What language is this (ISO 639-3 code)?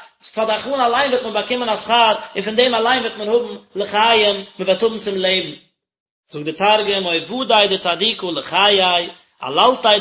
yid